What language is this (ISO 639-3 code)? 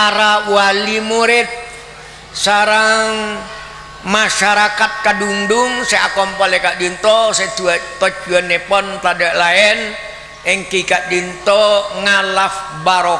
mad